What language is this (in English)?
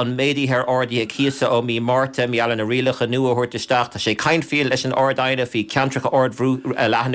Irish